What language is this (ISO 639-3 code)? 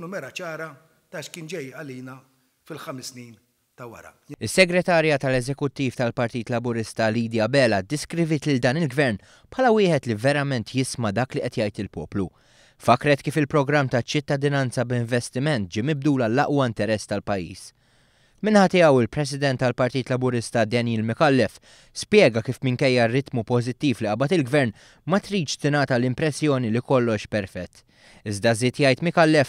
mlt